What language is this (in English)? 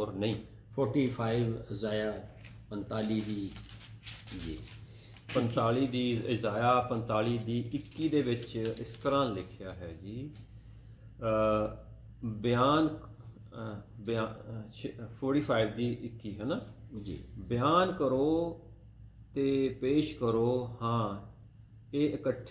Punjabi